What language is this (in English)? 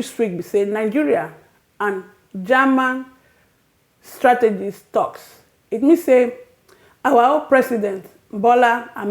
Nigerian Pidgin